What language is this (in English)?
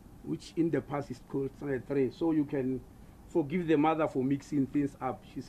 English